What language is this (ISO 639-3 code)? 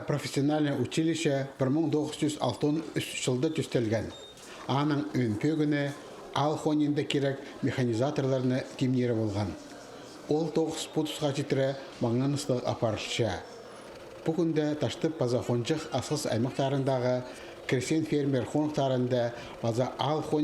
kjh